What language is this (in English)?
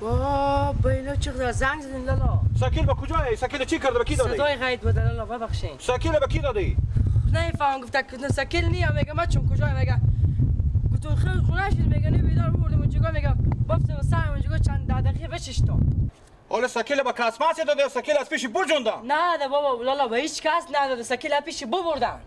Persian